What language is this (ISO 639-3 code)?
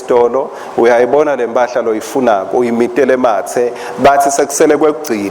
ssw